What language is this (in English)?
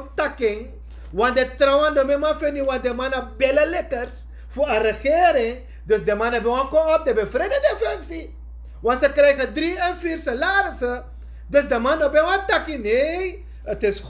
Sranan Tongo